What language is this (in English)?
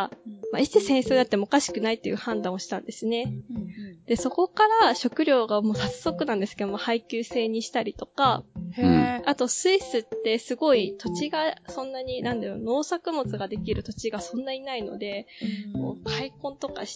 Japanese